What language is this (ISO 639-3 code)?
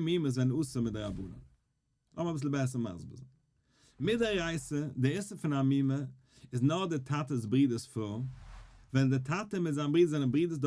yid